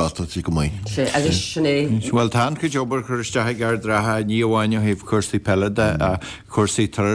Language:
Irish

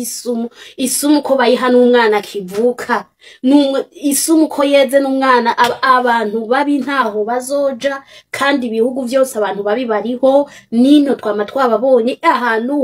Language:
Rundi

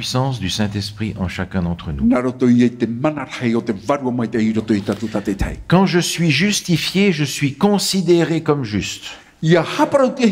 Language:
Tahitian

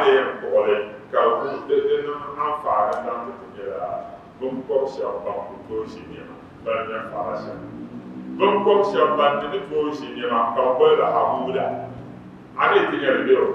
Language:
Dagbani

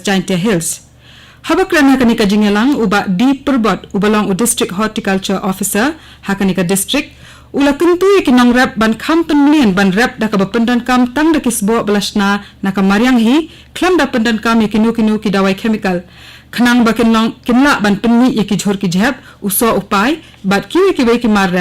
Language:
Khasi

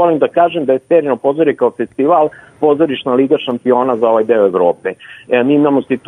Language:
Serbian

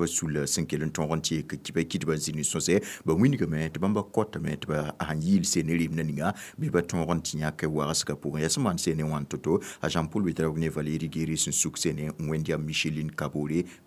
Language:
Mossi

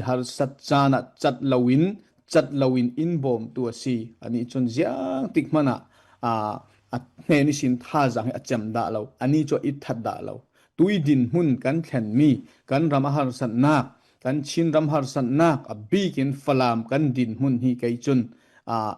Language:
Falam Chin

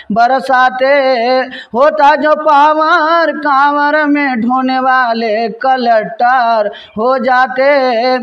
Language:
Bhojpuri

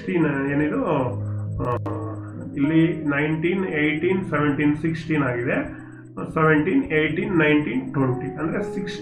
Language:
Kannada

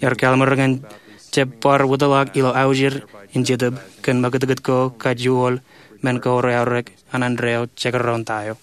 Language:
Marshallese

